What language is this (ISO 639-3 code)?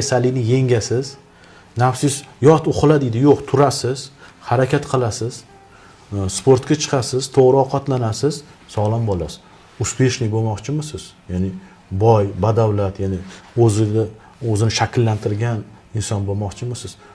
uzb